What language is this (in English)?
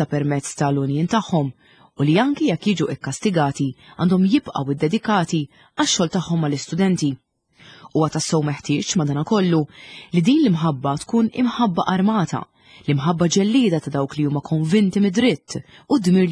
Maltese